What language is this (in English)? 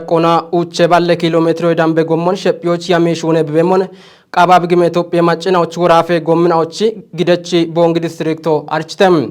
Kafa